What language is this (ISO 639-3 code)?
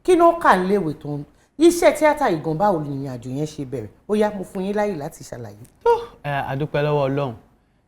yor